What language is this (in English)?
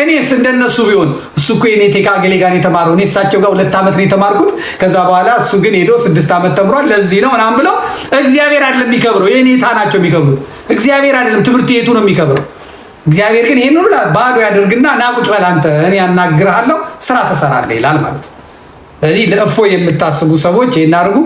Amharic